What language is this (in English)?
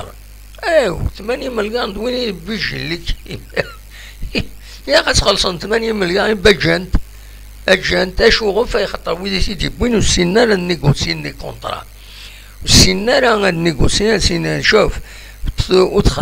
Kabyle